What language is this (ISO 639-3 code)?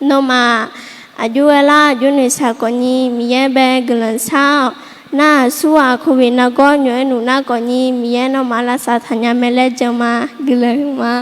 ahk